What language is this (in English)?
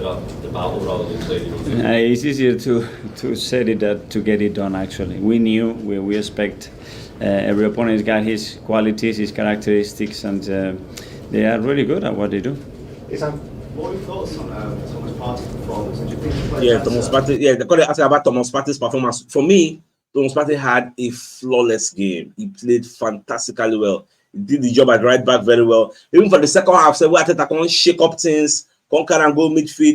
Nigerian Pidgin